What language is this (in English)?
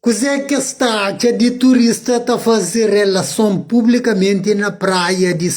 Kabuverdianu